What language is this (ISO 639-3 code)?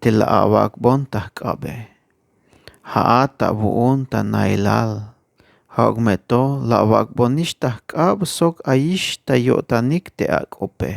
tzh